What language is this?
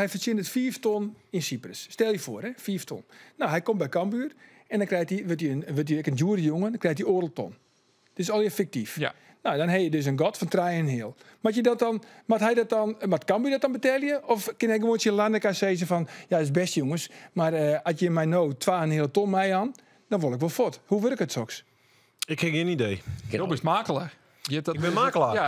Western Frisian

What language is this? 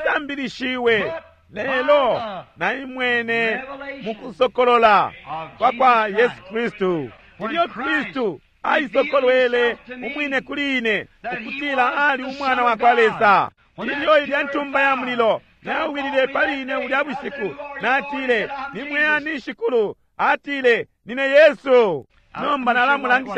Bemba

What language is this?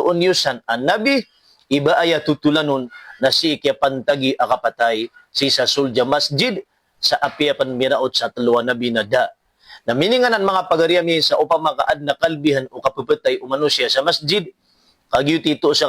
Maranao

